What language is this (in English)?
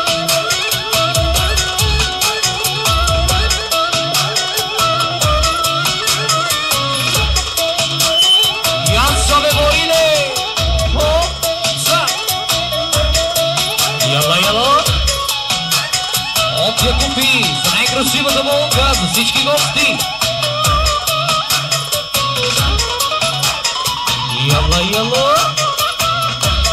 Bulgarian